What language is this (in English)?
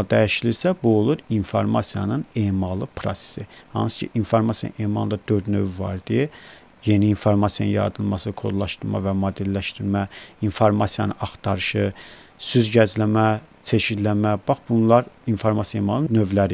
Azerbaijani